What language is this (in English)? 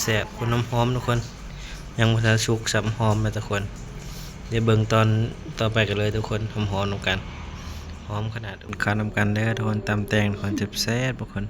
Northeastern Thai